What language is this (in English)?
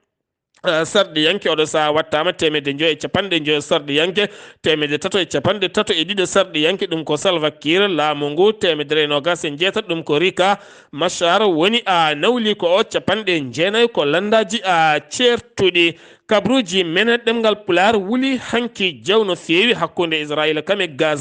Fula